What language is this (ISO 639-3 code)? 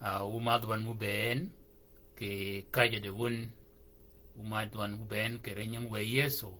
shk